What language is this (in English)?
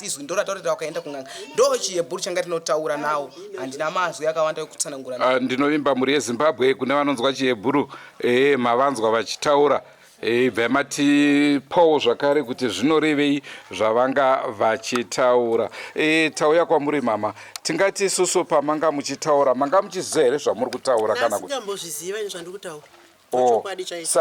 Shona